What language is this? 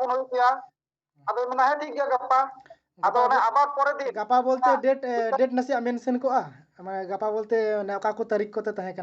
Santali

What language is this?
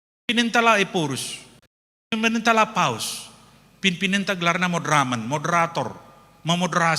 Batak Karo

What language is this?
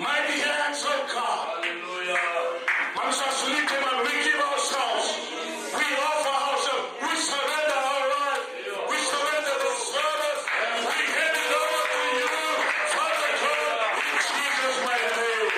Fijian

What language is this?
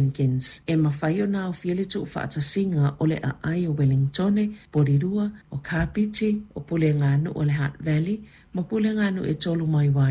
Samoan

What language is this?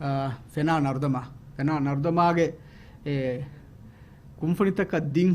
Divehi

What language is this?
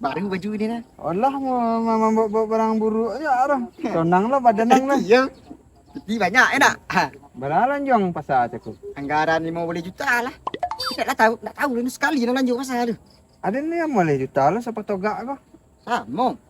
Minangkabau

